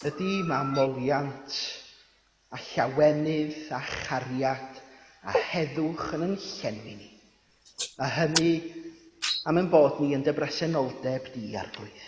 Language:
Welsh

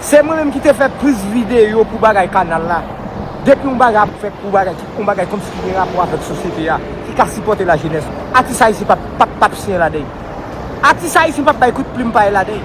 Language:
Haitian Creole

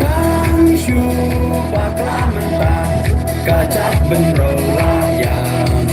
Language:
Khasi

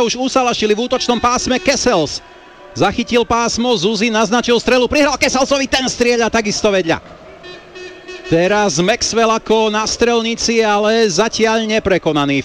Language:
Slovak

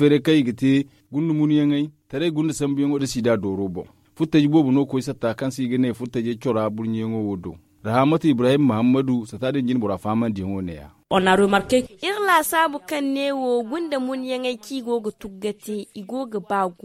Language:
Zarma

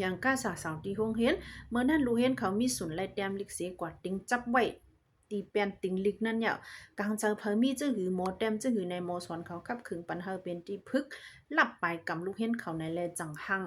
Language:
Shan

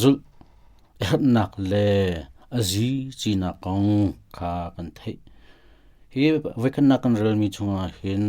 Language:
Hakha Chin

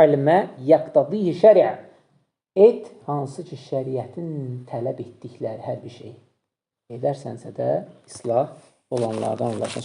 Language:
Azerbaijani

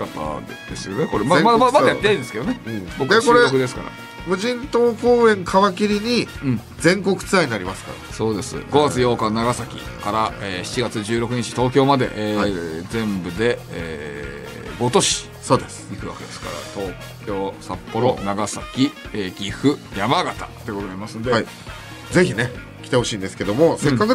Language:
Japanese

